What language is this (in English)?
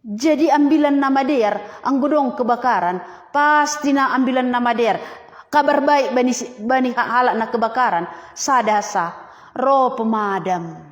Batak Simalungun